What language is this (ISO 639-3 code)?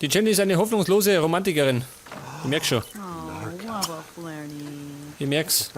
bar